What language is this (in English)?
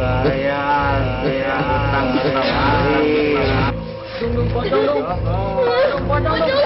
Sundanese